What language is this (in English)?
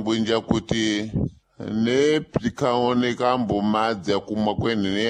Sena